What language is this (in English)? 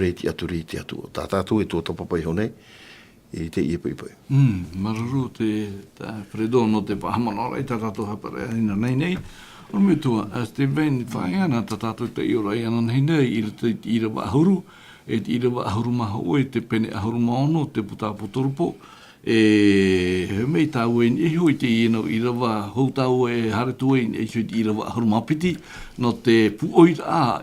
Tahitian